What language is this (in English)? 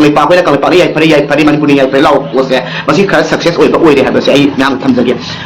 Manipuri